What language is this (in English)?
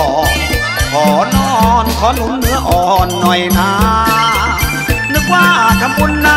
Thai